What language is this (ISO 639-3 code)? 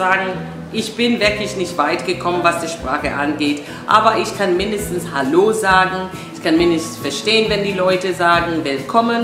deu